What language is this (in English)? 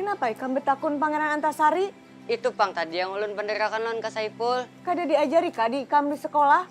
Banjar